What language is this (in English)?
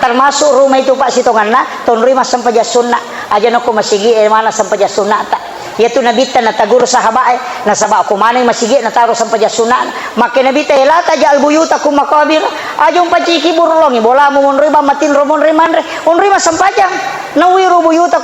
Buginese